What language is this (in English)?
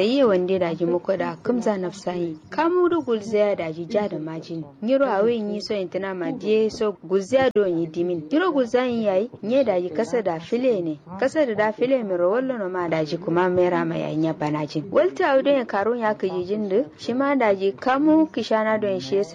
Kanuri